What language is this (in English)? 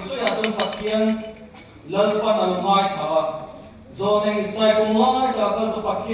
Mizo